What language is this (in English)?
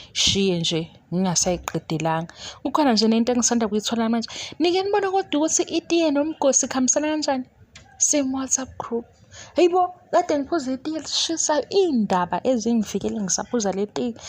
Zulu